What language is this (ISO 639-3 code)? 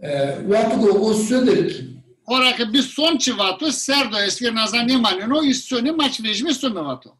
zza